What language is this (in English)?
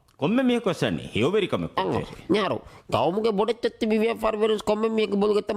Divehi